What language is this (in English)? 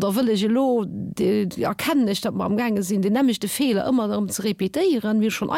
Luxembourgish